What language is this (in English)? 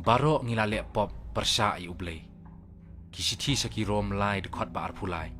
Khasi